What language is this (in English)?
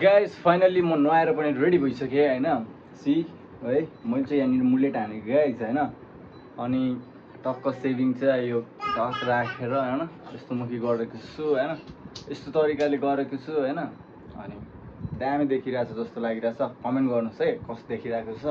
Nepali